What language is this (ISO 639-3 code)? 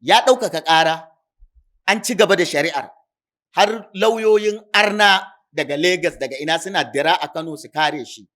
hau